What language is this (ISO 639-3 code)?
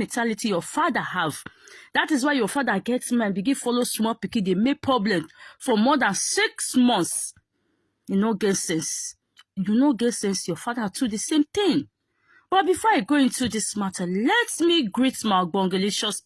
pcm